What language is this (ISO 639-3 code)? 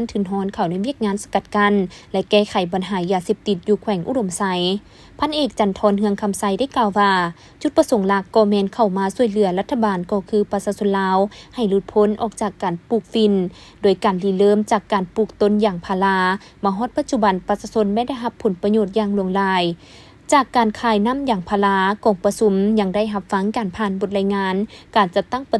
lao